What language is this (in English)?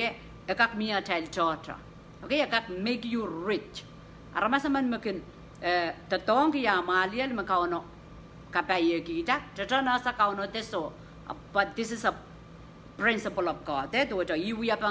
Pohnpeian